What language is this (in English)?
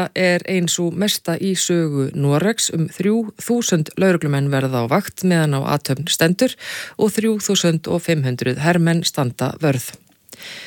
Icelandic